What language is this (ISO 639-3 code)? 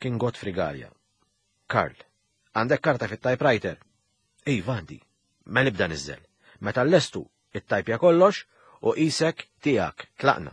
mlt